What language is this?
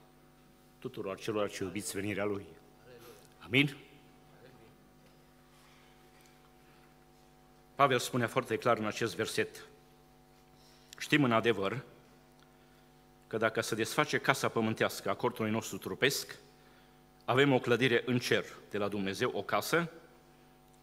Romanian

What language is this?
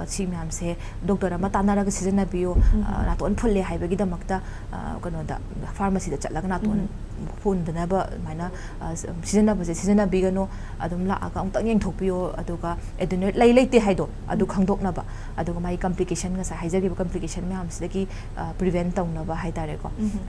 Manipuri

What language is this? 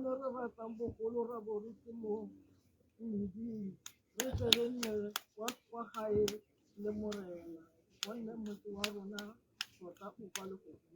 Tswana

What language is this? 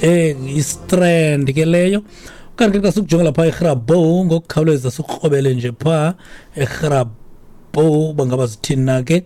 Xhosa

